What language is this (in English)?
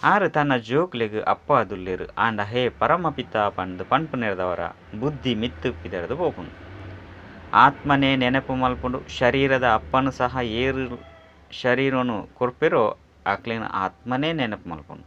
Tulu